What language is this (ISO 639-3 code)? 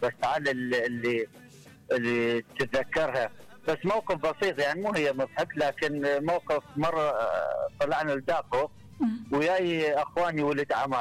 acm